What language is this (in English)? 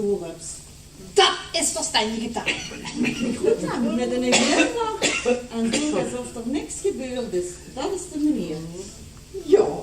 Limburgish